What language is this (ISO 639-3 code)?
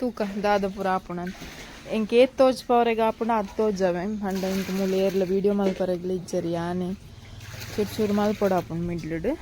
tcy